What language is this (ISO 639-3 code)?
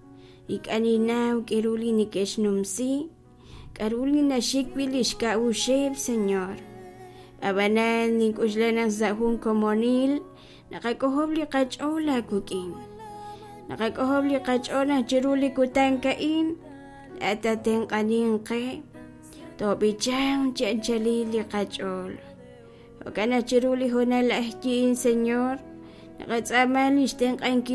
kek